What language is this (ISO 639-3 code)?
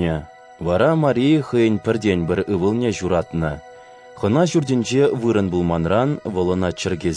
chv